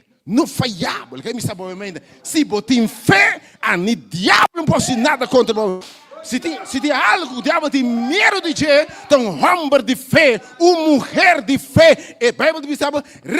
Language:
Papiamento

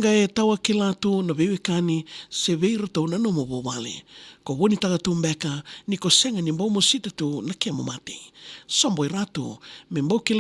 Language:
Fijian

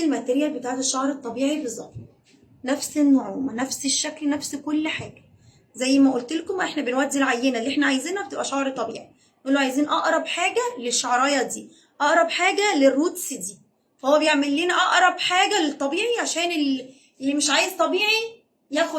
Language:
Egyptian Arabic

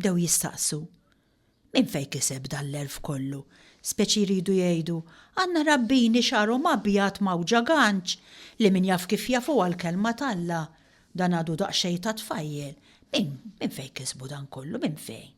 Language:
Maltese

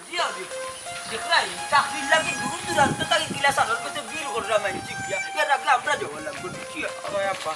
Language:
Sylheti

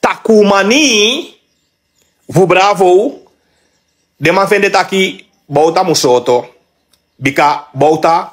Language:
Sranan Tongo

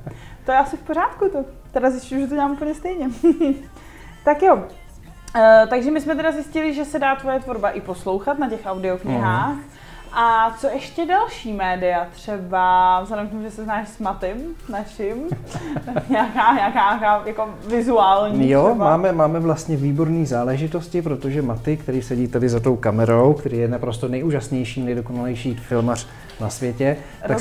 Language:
Czech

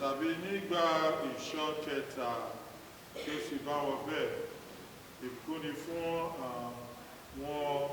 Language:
Yoruba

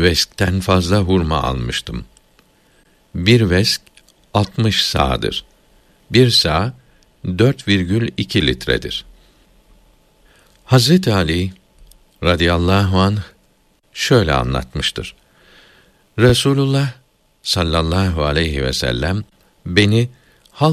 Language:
Turkish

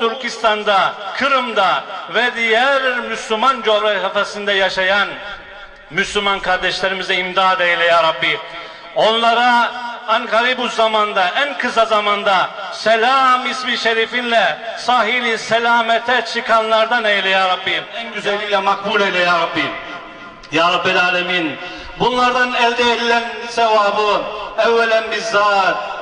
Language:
Turkish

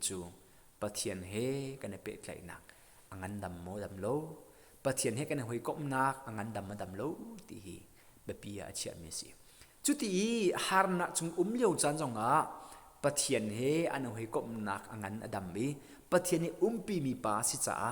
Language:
Hakha Chin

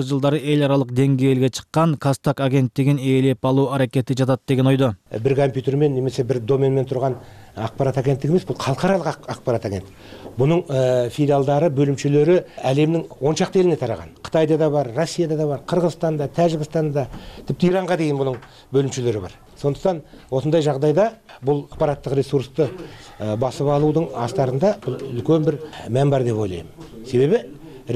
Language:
Kyrgyz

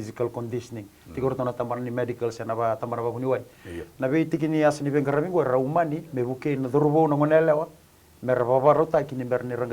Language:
Fijian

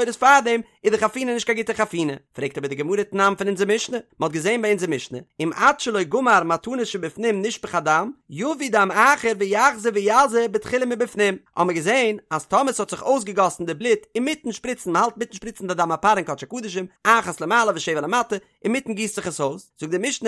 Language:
Yiddish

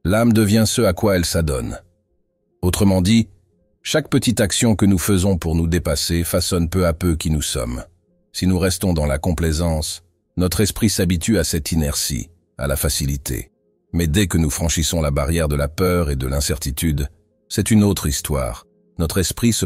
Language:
French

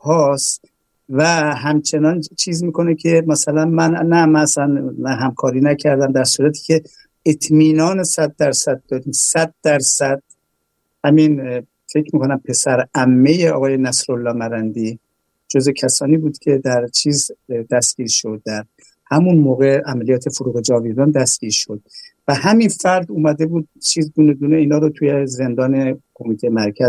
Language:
Persian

